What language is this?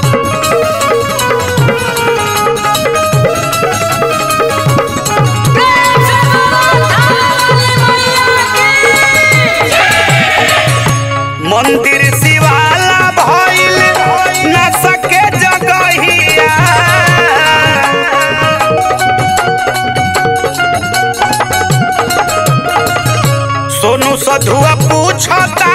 Bhojpuri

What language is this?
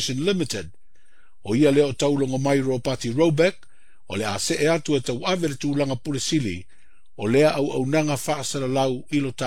Samoan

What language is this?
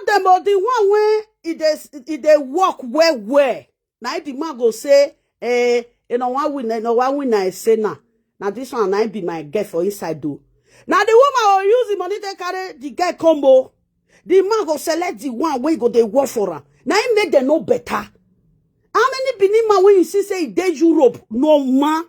Nigerian Pidgin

